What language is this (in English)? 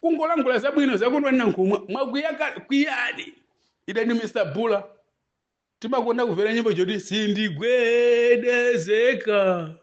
Nyanja